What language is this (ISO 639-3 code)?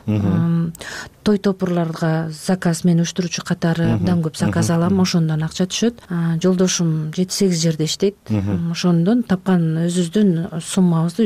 kir